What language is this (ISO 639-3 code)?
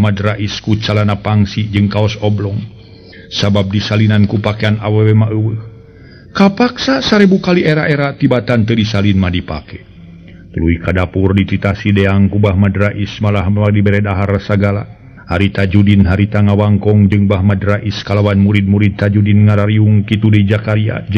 sun